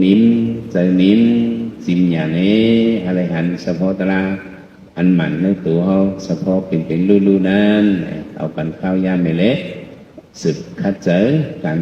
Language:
Shan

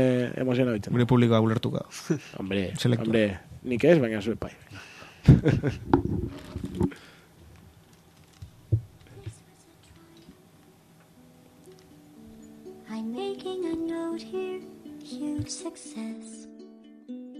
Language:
Basque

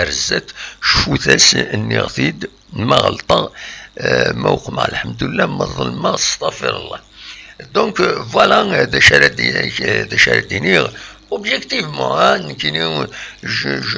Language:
Kabyle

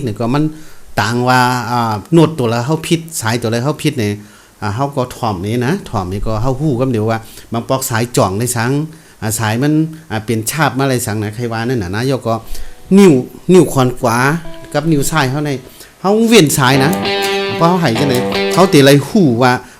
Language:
Shan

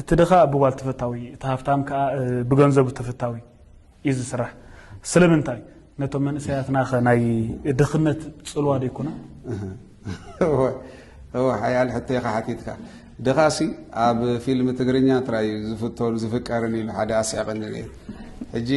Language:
Tigrinya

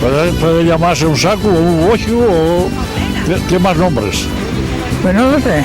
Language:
Asturian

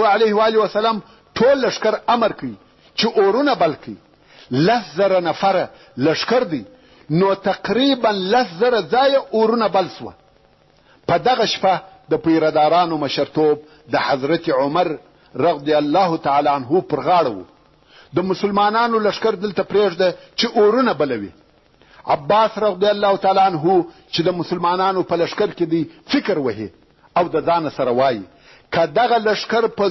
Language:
Pashto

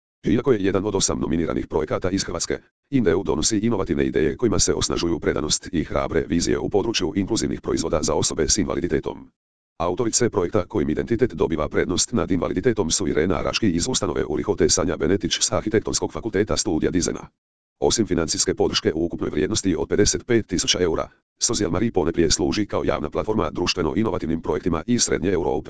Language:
Croatian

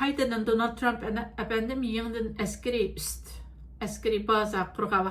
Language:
Uyghur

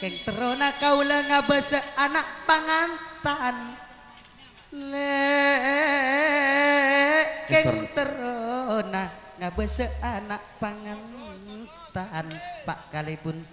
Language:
Madurese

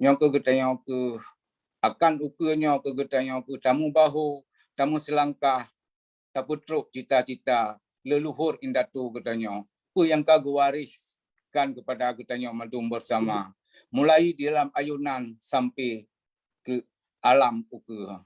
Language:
Achinese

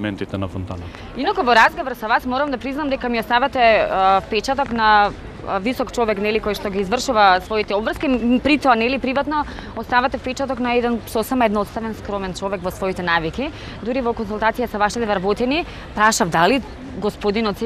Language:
Macedonian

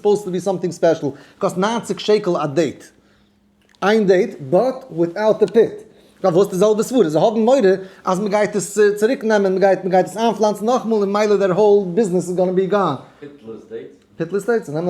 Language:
Yiddish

